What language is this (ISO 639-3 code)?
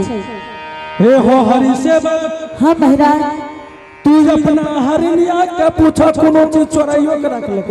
anp